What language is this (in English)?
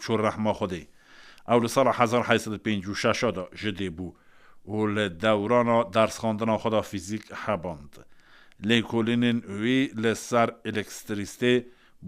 Kurdish